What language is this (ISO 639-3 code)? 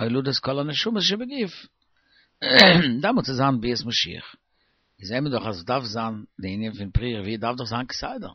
yid